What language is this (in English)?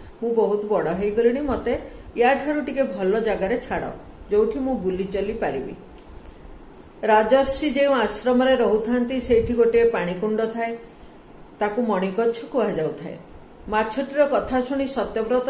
Odia